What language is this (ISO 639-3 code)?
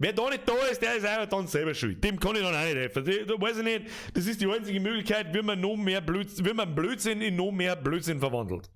bar